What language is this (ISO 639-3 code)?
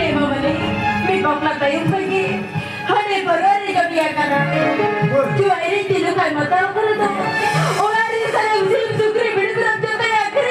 sat